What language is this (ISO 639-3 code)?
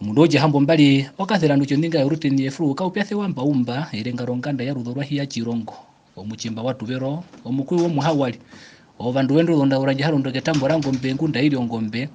her